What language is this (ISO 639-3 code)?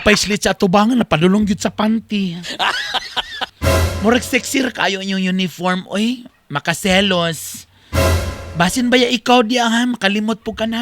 ceb